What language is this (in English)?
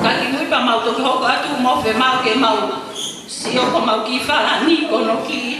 Tongan